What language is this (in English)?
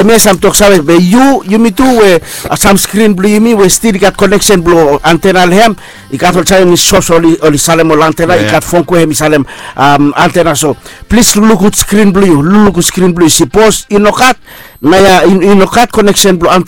Bislama